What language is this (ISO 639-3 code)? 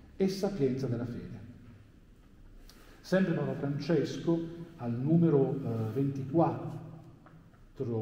ita